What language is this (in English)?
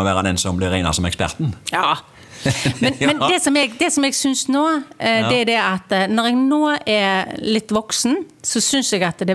Norwegian